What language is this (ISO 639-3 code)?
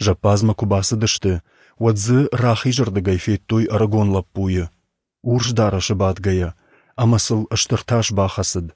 oss